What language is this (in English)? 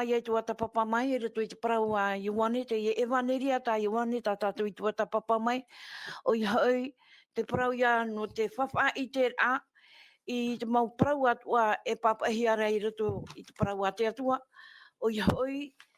Tahitian